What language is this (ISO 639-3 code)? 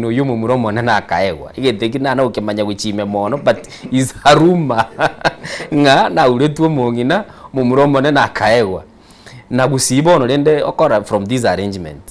guz